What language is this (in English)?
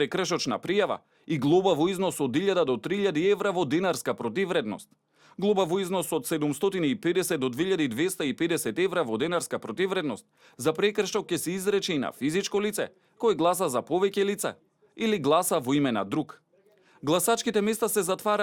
Macedonian